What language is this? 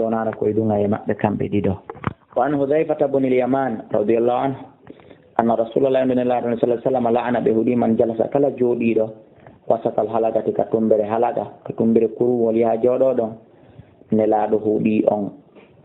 Fula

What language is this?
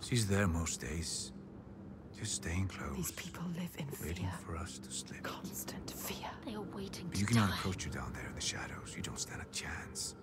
Swiss German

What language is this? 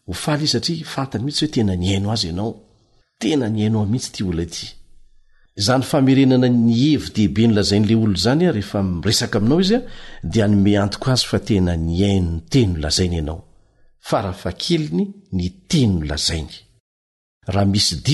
Malagasy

